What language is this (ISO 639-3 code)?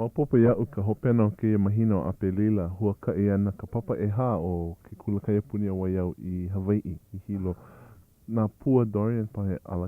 haw